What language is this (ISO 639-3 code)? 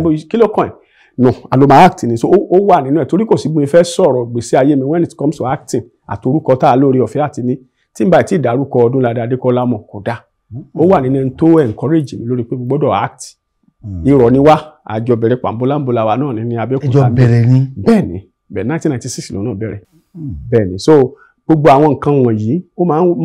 yor